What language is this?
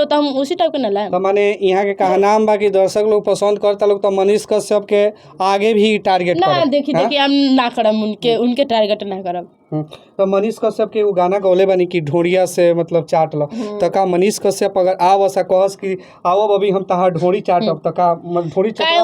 Bhojpuri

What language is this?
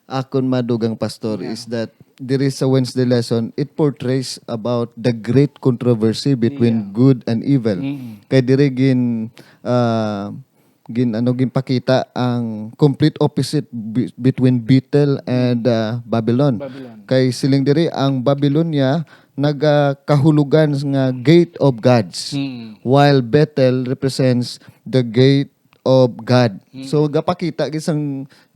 Hiligaynon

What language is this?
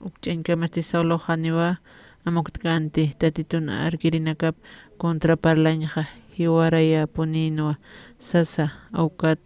Aymara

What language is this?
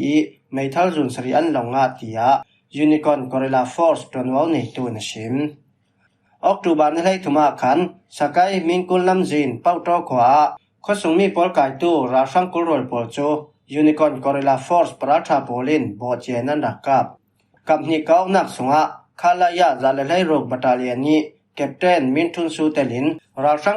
Falam Chin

